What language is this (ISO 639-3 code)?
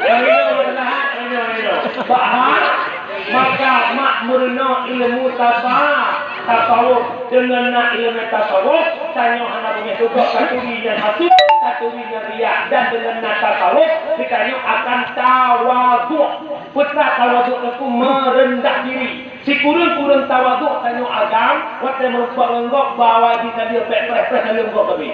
ace